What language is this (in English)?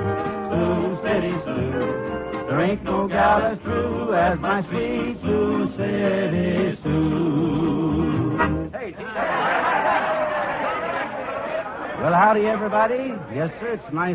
English